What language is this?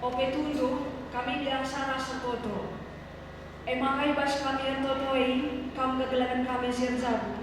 Batak Karo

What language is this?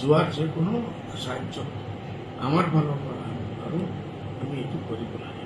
Assamese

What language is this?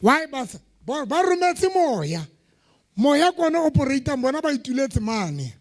Southern Sotho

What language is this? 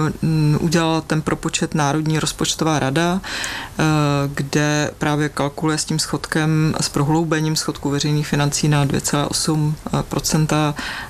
Czech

